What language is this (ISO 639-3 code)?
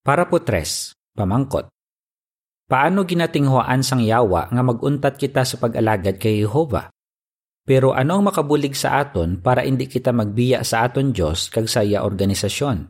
hil